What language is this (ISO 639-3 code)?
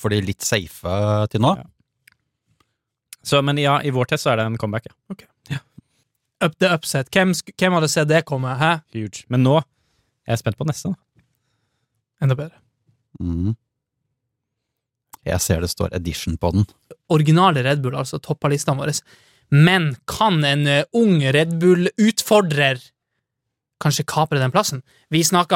nor